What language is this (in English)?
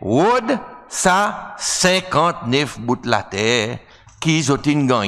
Seselwa Creole French